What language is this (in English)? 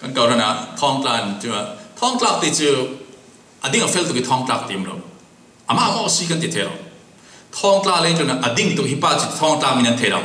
Falam Chin